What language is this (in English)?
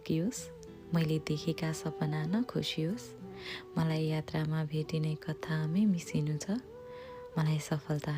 Nepali